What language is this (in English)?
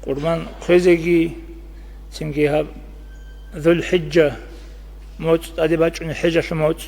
Avaric